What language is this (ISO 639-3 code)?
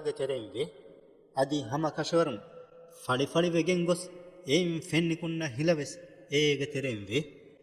div